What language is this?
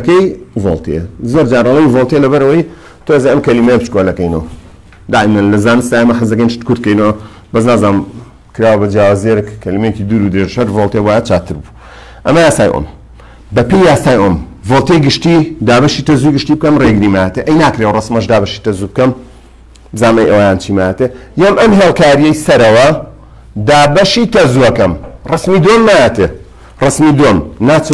Central Kurdish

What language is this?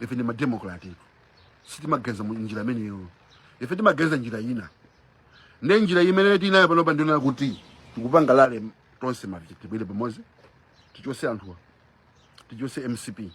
Nyanja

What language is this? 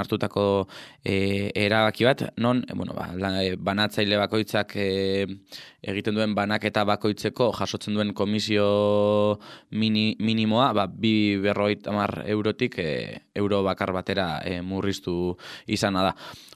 Basque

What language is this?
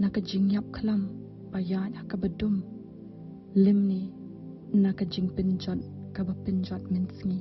Khasi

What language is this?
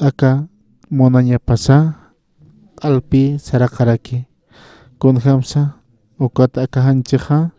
Aymara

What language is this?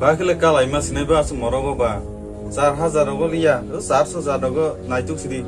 Kok Borok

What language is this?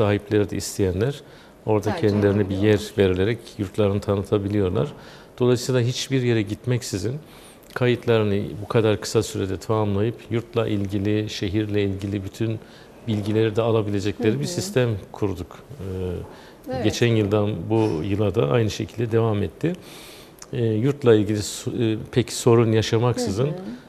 Turkish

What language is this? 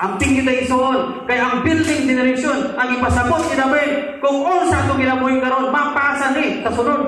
Cebuano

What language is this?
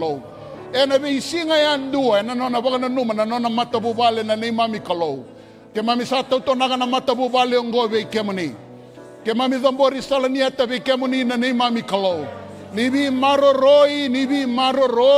Fijian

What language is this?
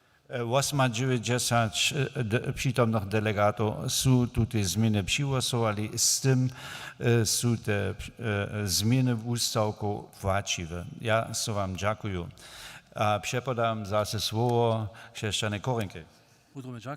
Upper Sorbian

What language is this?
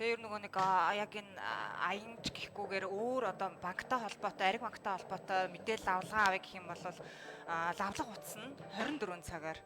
Mongolian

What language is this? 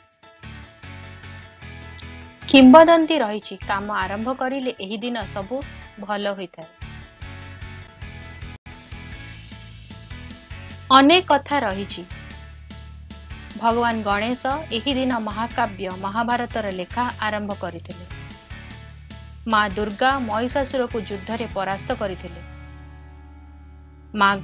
Odia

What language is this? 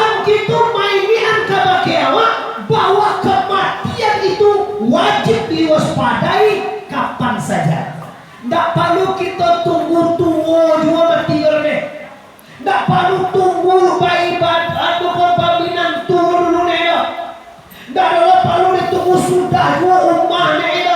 Minangkabau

